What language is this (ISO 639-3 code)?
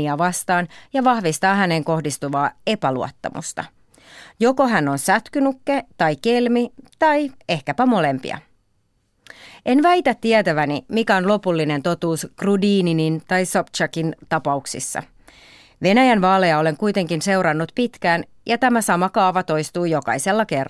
fin